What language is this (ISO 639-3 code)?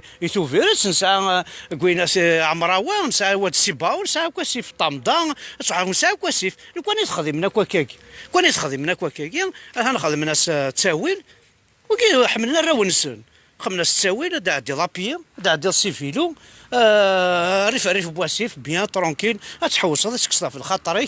kab